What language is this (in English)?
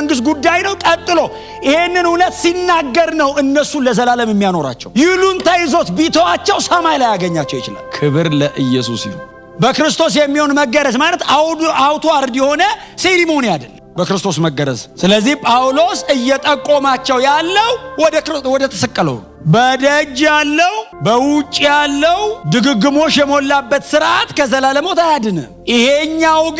Amharic